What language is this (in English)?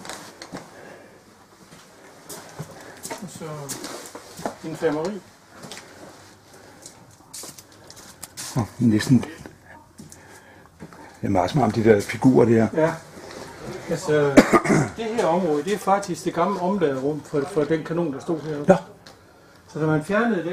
Danish